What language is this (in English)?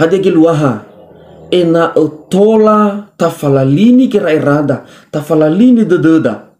Nias